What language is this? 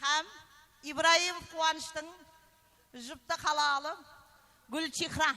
Kara-Kalpak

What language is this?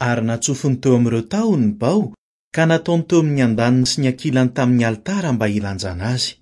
Malagasy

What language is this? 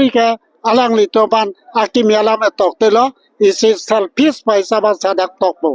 Karbi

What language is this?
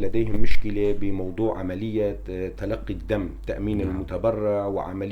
North Levantine Arabic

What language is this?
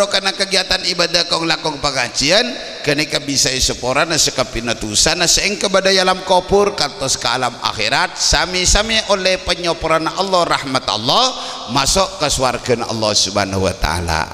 Madurese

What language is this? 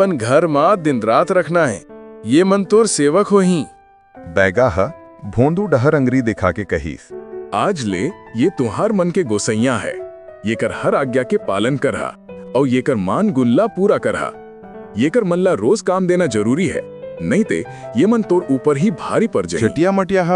Chhattisgarhi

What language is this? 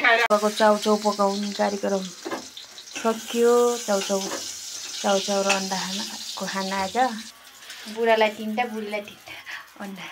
Nepali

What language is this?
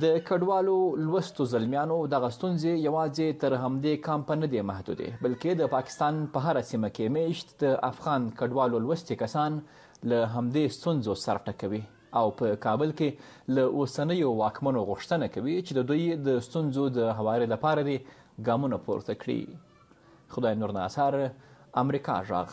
Pashto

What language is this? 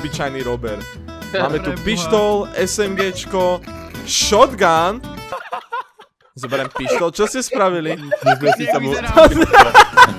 Slovak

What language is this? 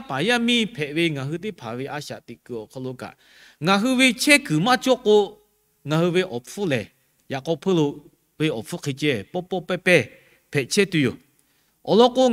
Lahu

